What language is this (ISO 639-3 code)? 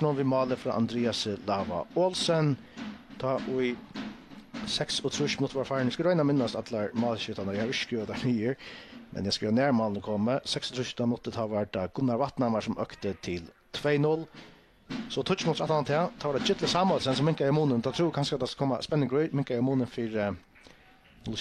fao